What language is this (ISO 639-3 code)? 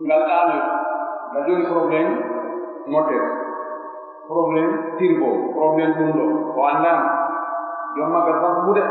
fuf